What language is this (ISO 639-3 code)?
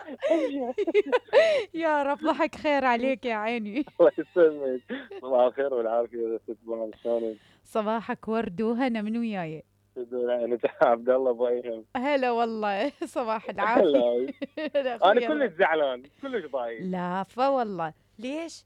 acm